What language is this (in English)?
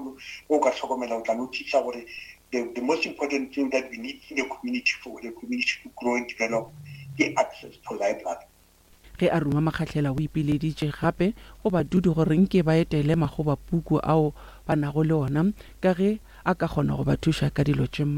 Northern Sotho